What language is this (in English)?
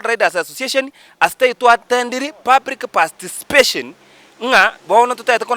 Gusii